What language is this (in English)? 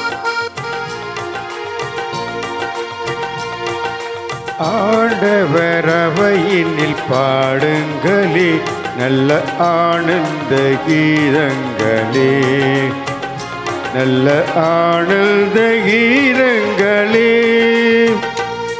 Tamil